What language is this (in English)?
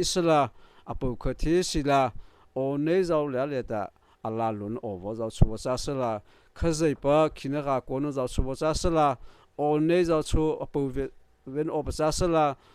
Mara Chin